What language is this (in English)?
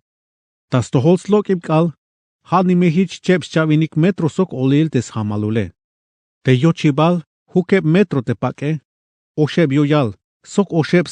Tzeltal